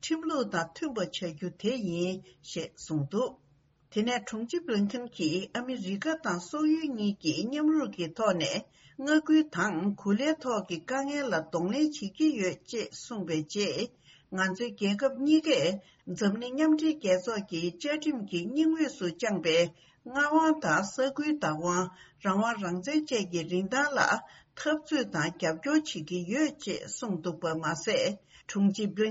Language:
Tibetan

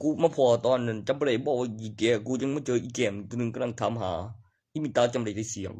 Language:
Northeastern Thai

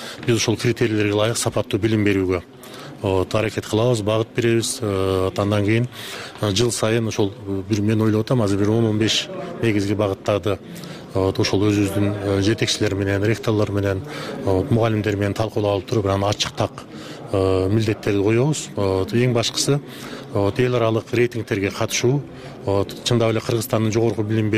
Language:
Kyrgyz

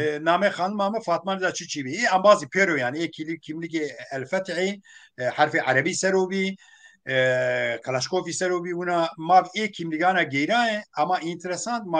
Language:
Kurdish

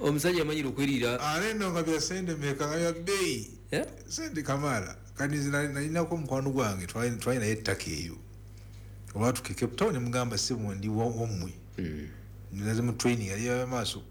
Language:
Ganda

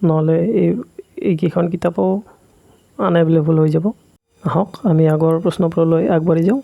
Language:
Assamese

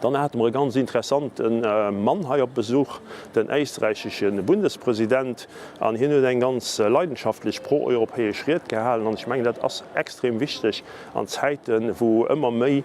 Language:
Luxembourgish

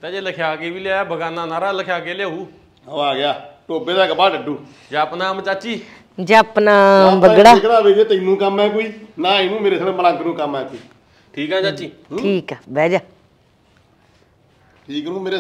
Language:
Punjabi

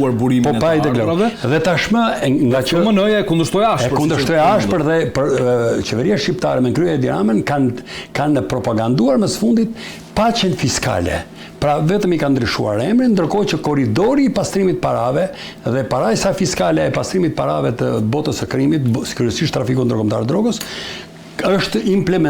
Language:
Albanian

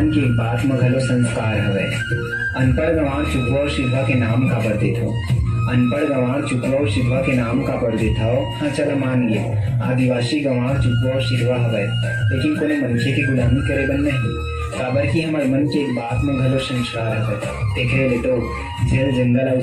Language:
Chhattisgarhi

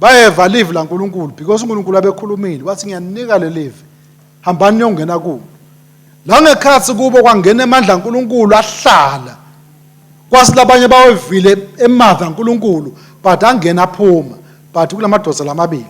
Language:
Swati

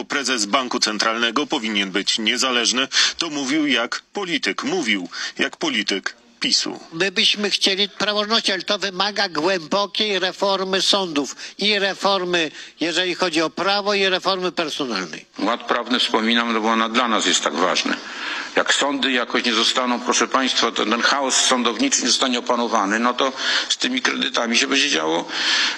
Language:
Polish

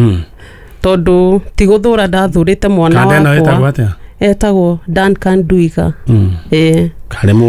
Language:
Kikuyu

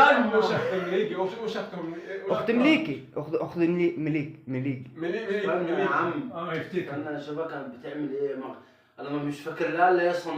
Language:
Egyptian Arabic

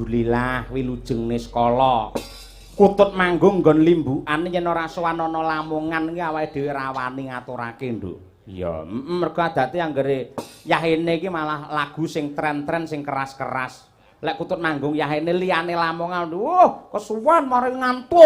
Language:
Javanese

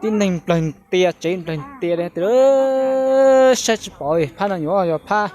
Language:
Hmong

